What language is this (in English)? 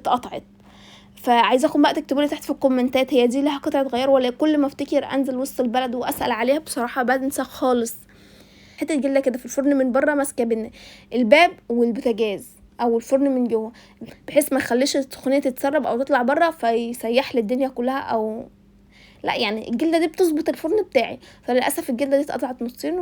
Egyptian Arabic